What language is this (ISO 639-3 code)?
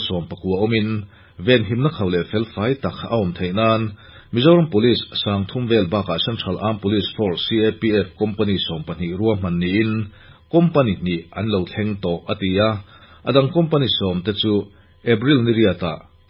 lus